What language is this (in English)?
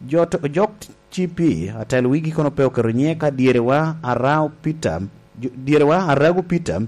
Lango (Uganda)